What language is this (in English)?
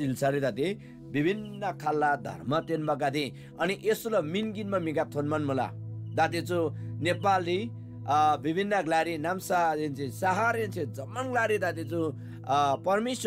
Eastern Tamang